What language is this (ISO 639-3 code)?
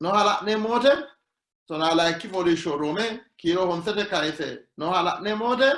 sid